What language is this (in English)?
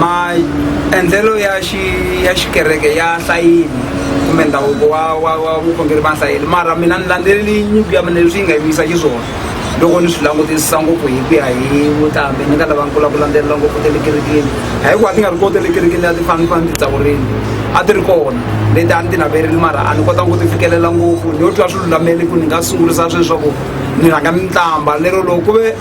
Tsonga